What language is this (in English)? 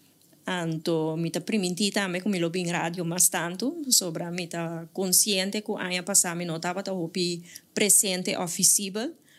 Papiamento